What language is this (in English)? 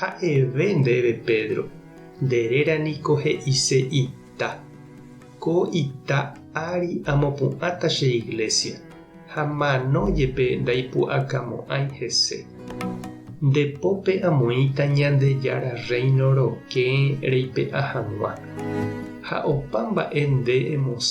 Guarani